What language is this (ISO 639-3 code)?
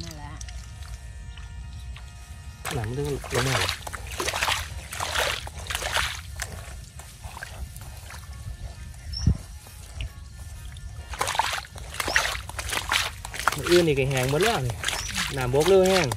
tts